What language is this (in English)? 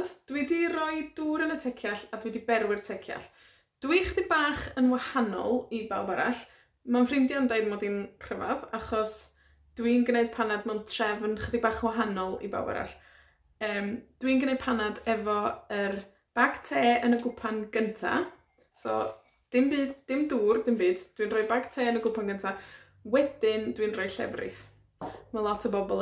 Welsh